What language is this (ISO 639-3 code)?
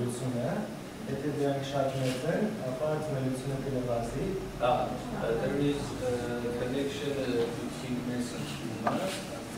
hye